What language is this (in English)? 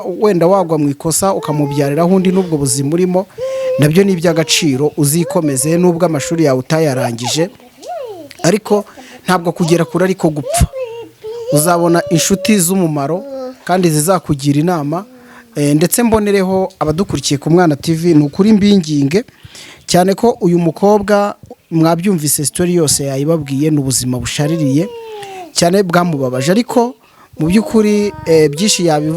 Kinyarwanda